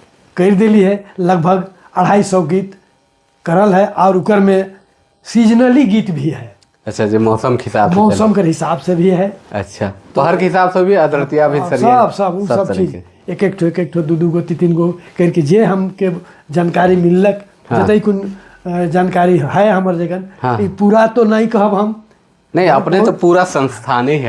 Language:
Sadri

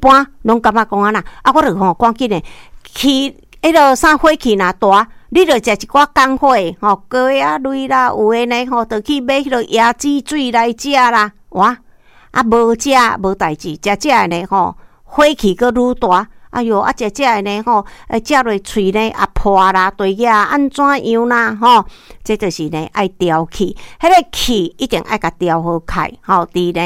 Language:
Min Nan Chinese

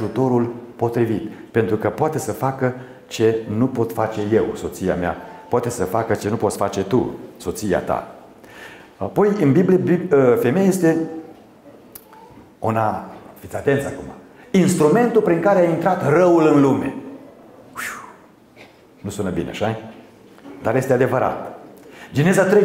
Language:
Romanian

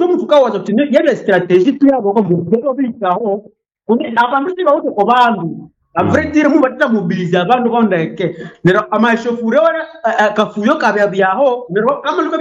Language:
Nande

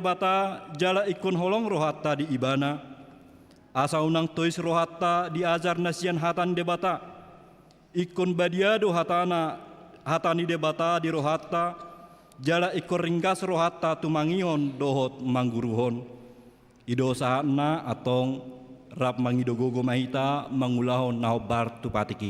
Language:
Batak Toba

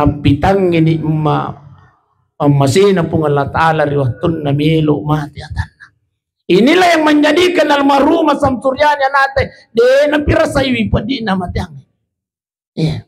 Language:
Buginese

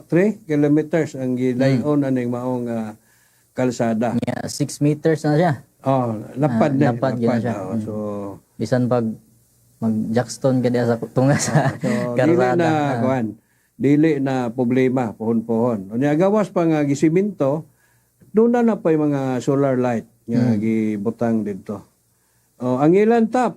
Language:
Cebuano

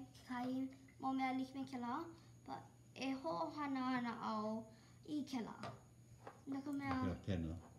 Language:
Hawaiian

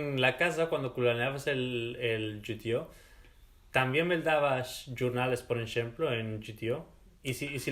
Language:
Ladino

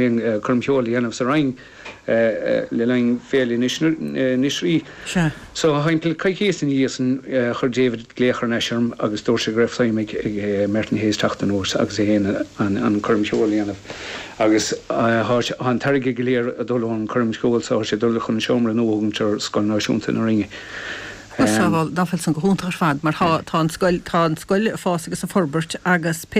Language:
Irish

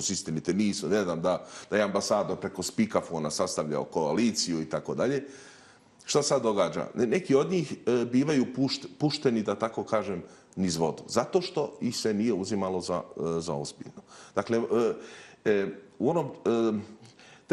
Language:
Bosnian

